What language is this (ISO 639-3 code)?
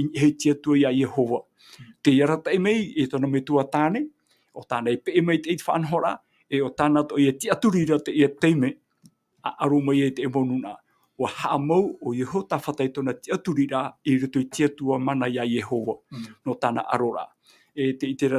tah